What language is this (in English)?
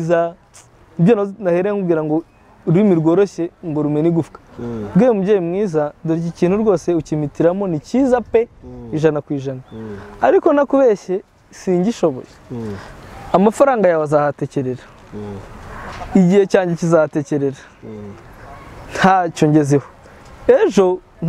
Kinyarwanda